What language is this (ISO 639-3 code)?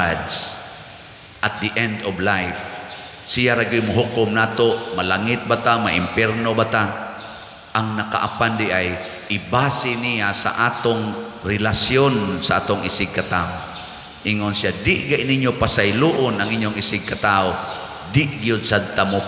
ceb